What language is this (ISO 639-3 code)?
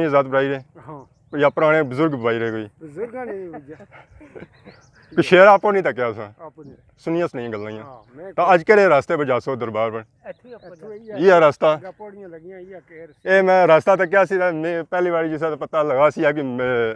phr